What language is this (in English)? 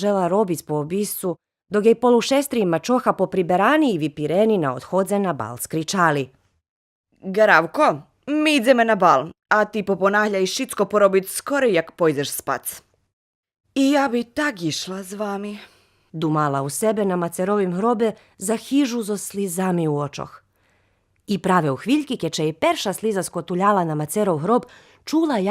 Rusyn